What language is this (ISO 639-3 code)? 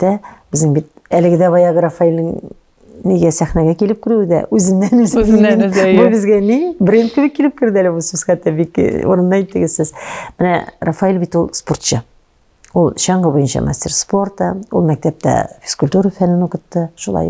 tat